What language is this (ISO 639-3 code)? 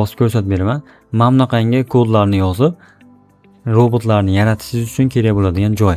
uzb